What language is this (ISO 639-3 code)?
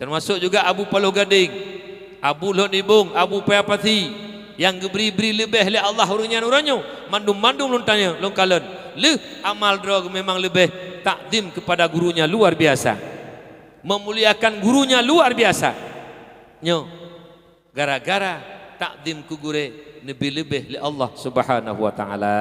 ace